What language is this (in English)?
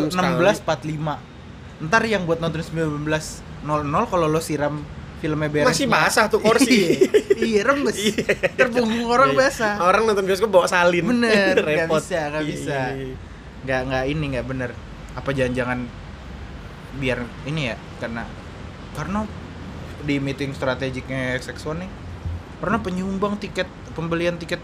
Indonesian